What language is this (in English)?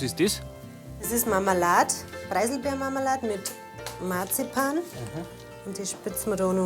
Bavarian